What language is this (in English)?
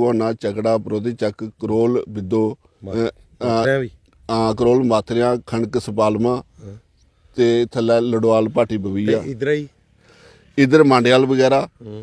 Dogri